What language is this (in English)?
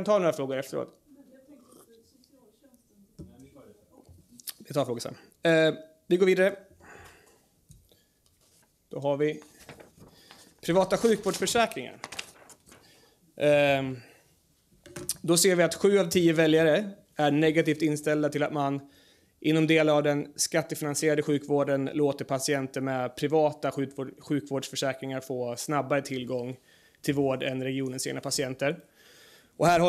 Swedish